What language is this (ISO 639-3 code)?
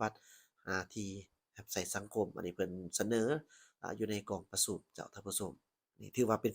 lao